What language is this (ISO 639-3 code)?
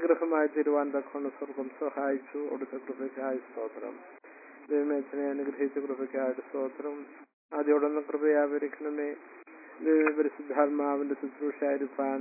mal